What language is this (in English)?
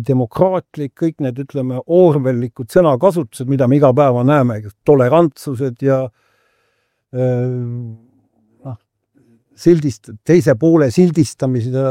Estonian